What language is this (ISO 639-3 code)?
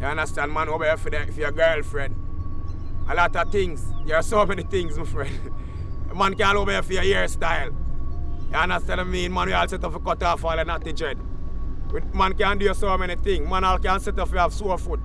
jam